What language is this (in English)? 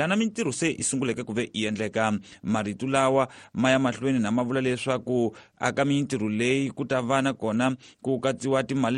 Tsonga